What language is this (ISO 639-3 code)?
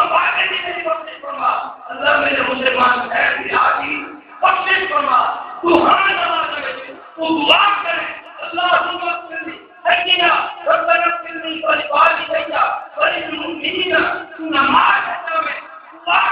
skr